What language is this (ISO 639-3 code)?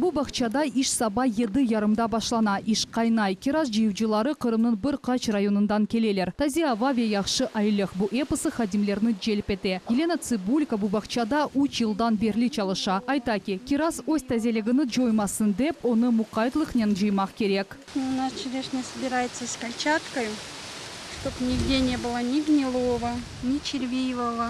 crh